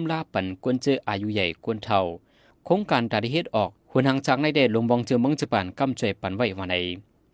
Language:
Shan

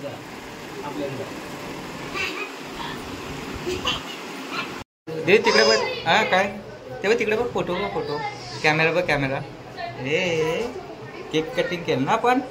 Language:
Marathi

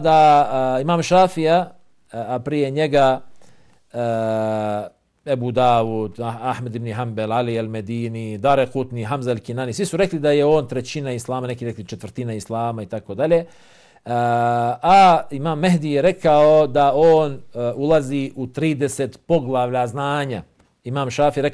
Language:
Bosnian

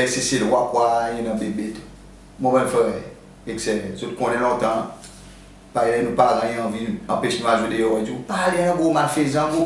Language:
Seselwa Creole French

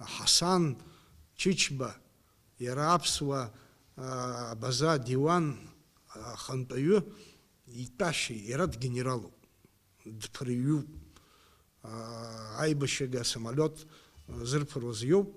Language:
Abkhazian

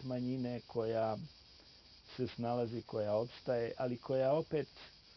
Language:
Bosnian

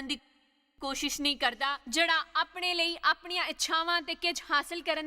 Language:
Dogri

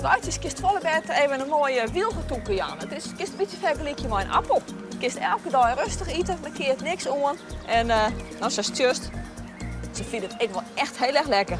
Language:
Western Frisian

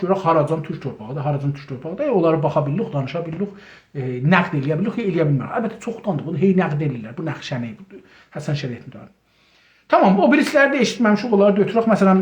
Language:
South Azerbaijani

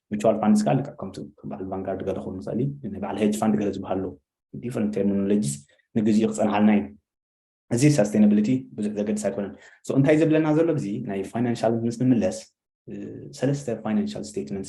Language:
Tigrinya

